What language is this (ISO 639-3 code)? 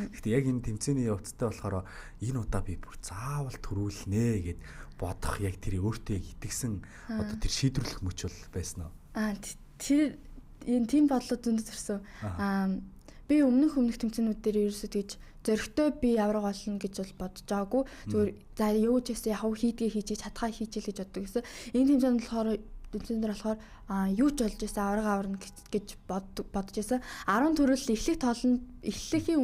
mon